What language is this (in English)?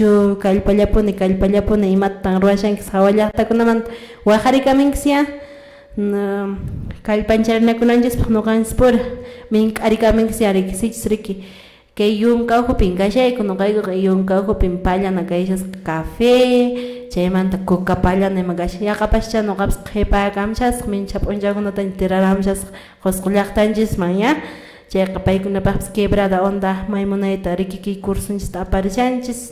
Quechua